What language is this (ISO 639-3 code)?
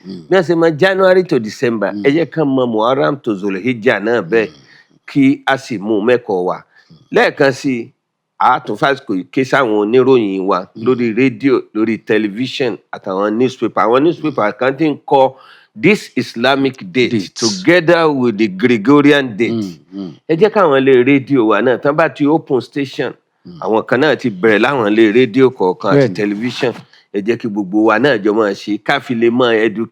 yor